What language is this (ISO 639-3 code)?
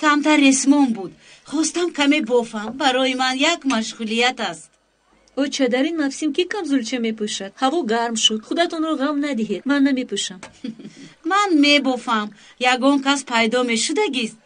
tgk